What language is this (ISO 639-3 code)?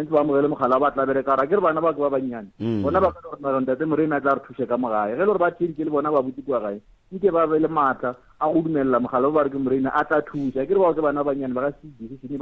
nso